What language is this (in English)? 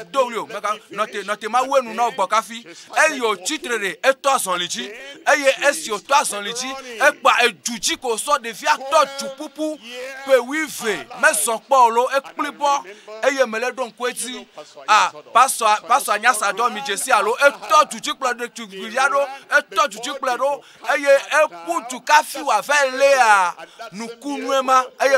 Ewe